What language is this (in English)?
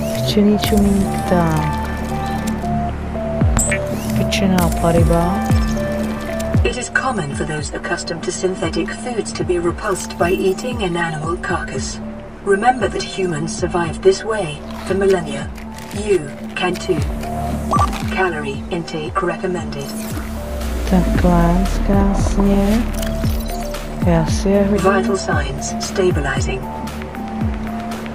Czech